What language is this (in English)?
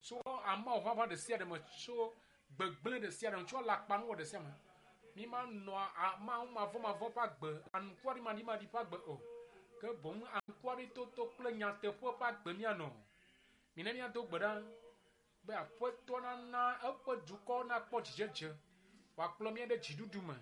Ewe